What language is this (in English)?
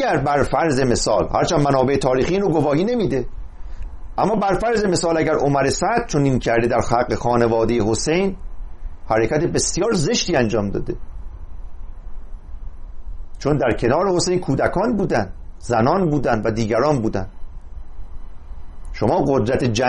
Persian